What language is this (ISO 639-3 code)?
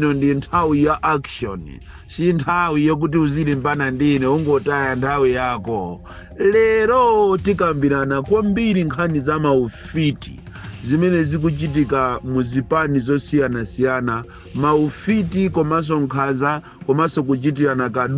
nya